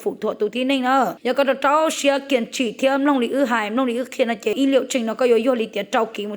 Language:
Hmong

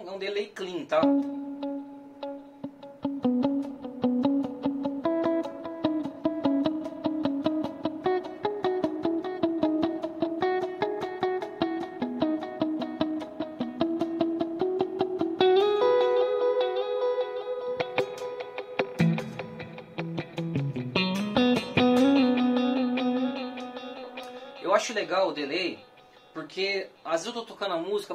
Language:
Portuguese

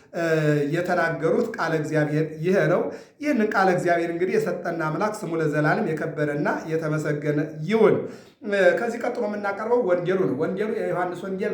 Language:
Amharic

